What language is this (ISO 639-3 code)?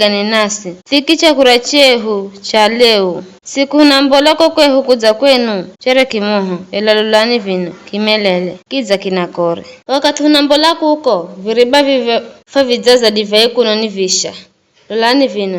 nyf